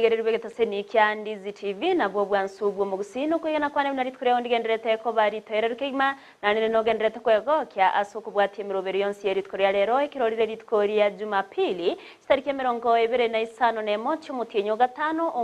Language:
Gusii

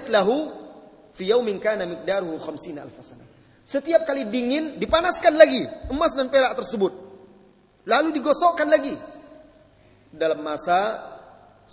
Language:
Indonesian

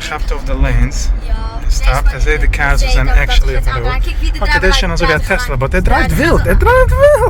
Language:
Yiddish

